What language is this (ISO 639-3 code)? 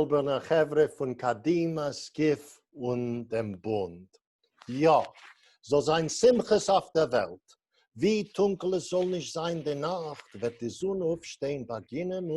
yid